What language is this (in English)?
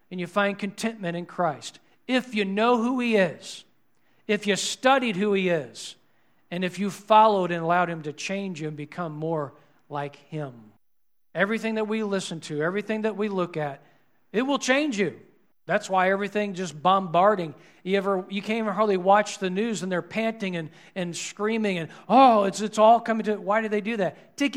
English